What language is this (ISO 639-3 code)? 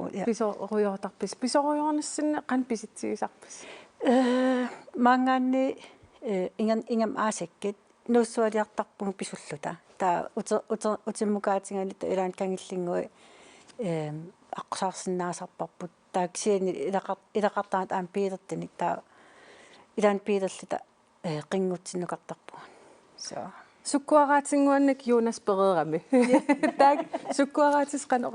kal